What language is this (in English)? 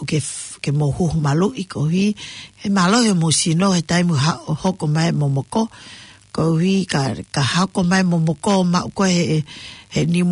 Tongan